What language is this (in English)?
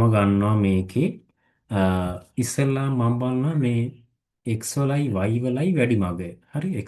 Sinhala